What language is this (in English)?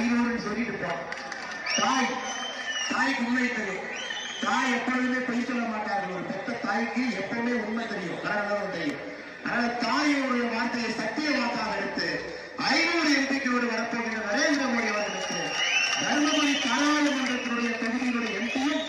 Tamil